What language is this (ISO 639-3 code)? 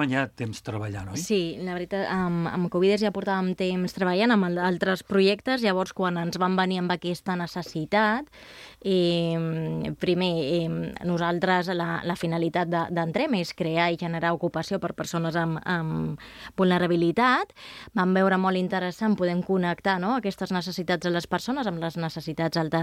cat